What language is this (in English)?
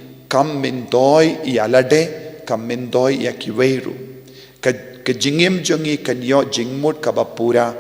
Khasi